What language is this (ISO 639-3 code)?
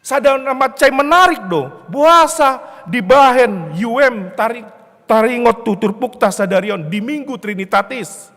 bbc